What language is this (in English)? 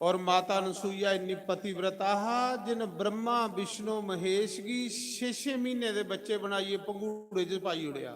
Dogri